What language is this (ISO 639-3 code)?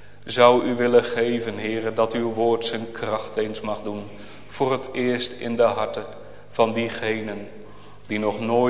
nld